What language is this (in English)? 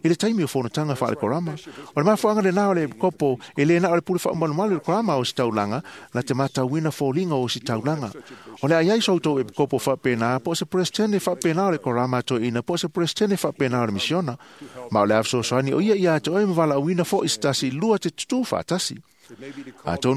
Samoan